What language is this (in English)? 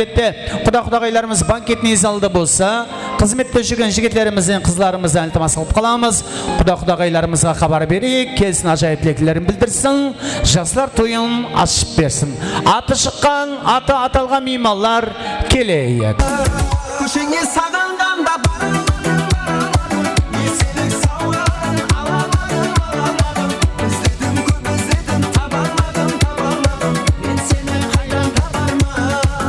Kara-Kalpak